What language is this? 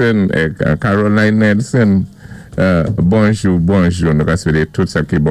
Saint Lucian Creole French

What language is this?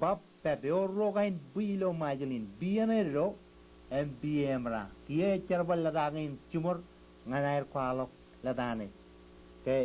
Marshallese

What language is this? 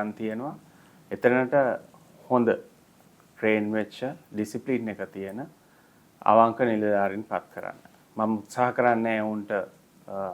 Sinhala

